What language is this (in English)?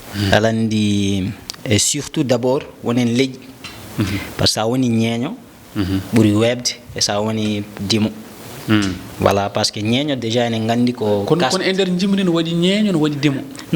Fula